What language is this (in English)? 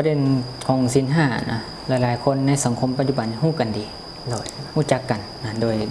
Lao